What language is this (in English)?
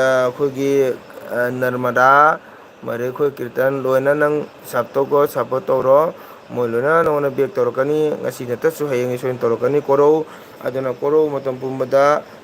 Manipuri